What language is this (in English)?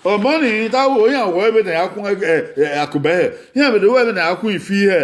Bini